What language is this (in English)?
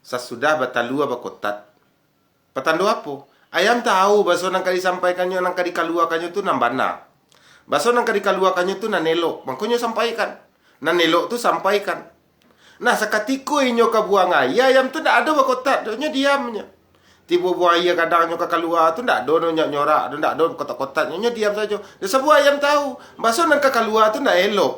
Minangkabau